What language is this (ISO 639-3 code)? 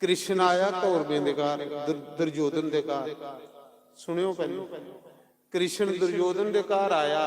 doi